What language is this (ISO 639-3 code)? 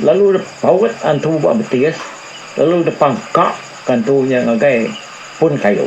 iba